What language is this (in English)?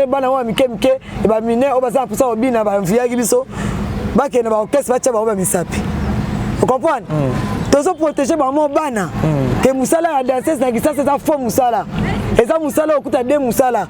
Lingala